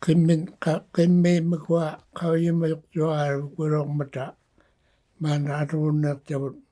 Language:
Inuktitut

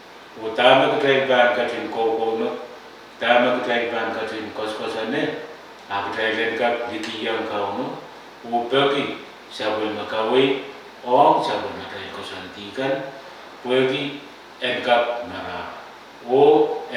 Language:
Pohnpeian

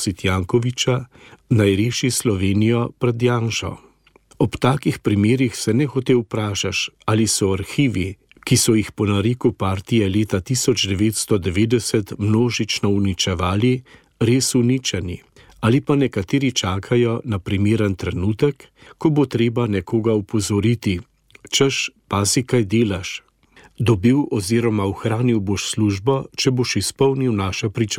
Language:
Slovenian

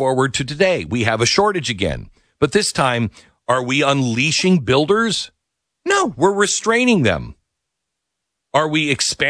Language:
English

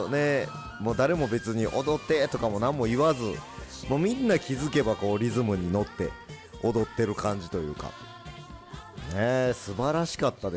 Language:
Japanese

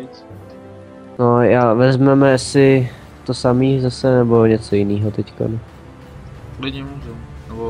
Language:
Czech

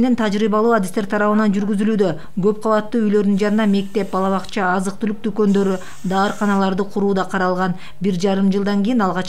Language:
Kyrgyz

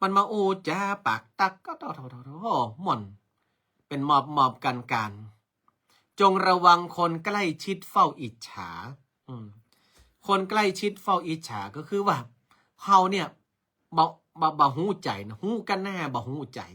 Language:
Northern Thai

